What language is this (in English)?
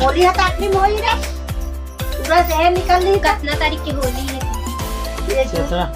Chhattisgarhi